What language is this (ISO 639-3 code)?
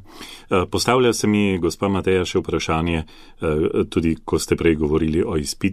slv